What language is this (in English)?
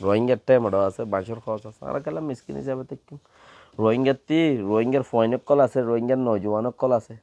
Rohingya